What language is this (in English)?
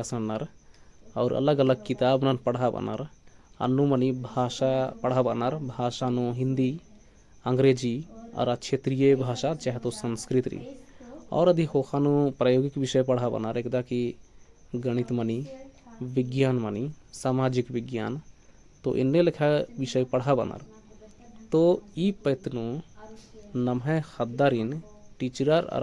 Kurukh